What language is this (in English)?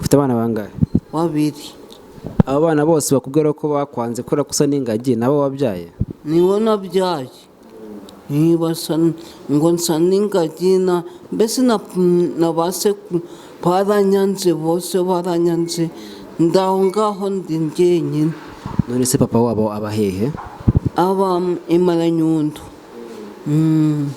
Kinyarwanda